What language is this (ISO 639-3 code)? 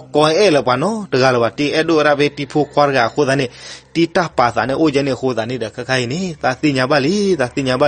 ksw